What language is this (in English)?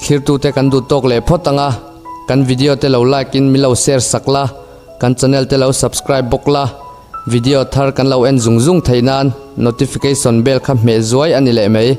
Mizo